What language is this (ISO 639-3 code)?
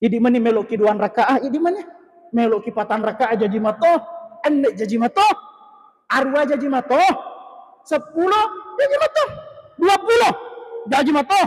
bug